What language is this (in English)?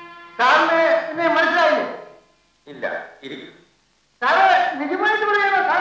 Malayalam